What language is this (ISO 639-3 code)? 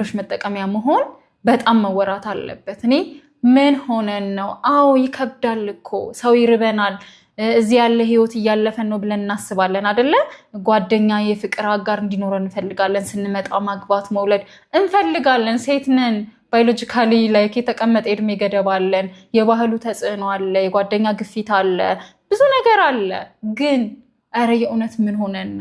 amh